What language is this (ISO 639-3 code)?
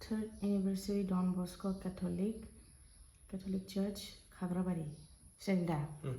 brx